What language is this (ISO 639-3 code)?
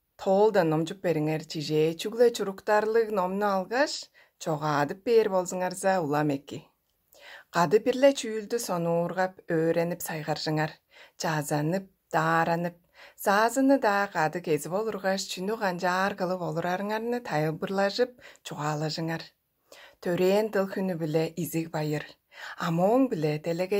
tyv